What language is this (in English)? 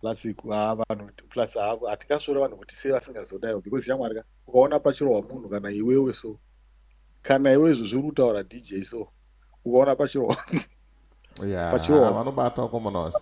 Shona